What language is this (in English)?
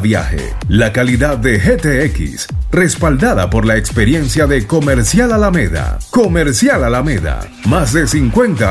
Spanish